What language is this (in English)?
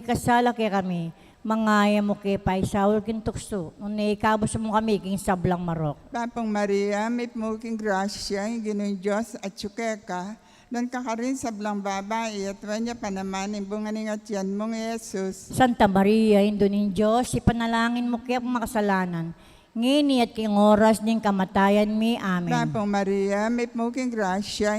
Pampanga